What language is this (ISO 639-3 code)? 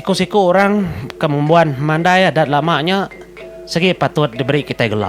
iba